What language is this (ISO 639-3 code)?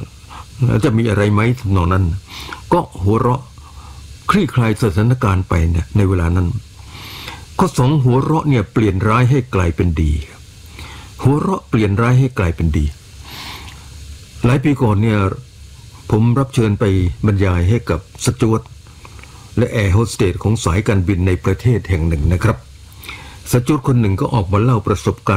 tha